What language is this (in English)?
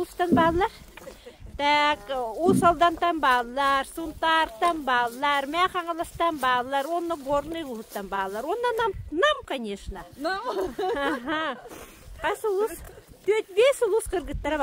Yakut